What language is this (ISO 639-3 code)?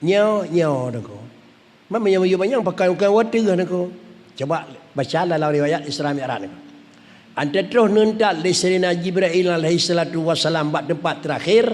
ace